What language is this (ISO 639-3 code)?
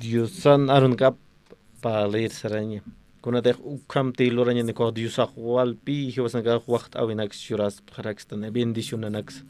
aym